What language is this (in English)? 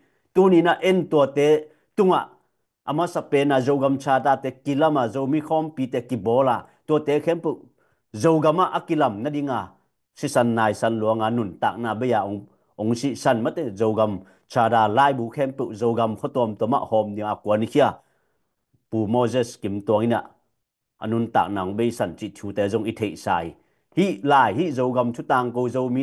Tedim Chin